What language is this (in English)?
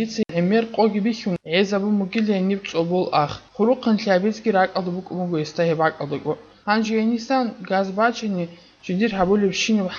Avaric